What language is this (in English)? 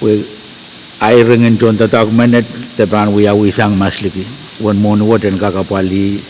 Pohnpeian